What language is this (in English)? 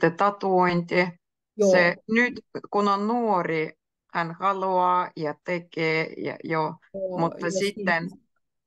Finnish